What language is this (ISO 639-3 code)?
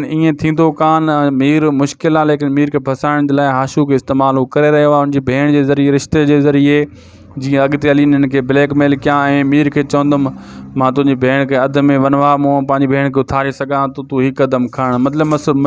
snd